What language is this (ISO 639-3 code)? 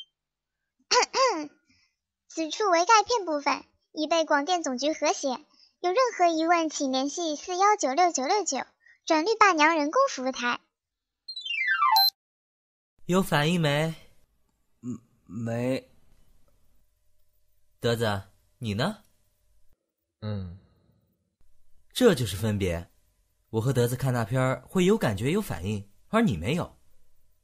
zho